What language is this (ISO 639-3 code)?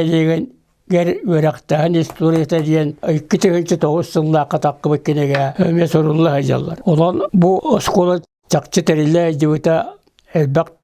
sah